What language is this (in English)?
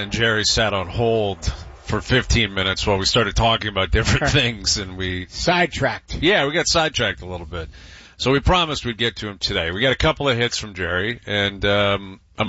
English